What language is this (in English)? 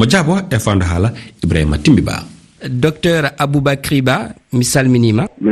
Fula